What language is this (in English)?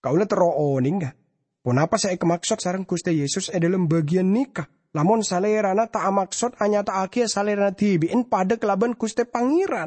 Madurese